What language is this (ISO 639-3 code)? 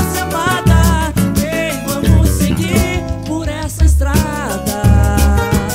por